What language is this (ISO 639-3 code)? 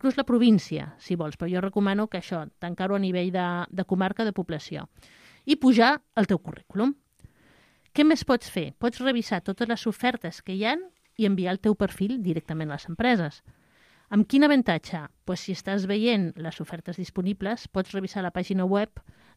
cat